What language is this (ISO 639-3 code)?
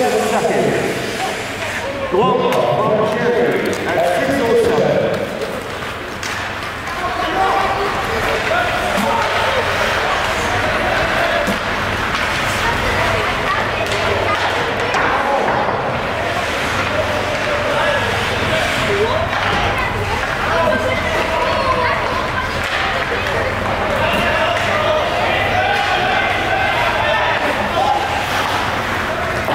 eng